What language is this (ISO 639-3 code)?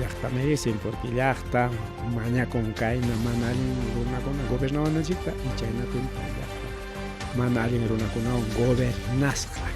quy